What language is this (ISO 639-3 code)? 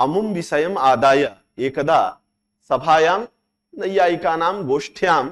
san